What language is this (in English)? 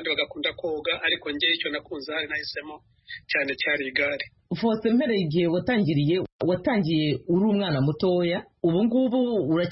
Kinyarwanda